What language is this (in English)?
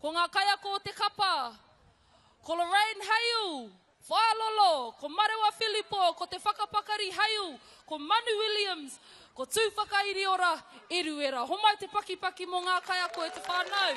Māori